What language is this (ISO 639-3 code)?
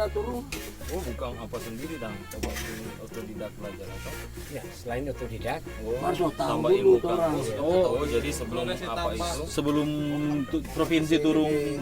xmm